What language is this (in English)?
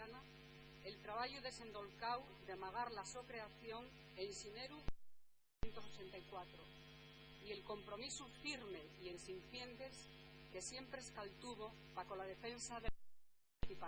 Asturian